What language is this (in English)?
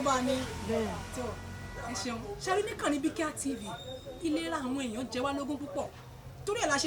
Yoruba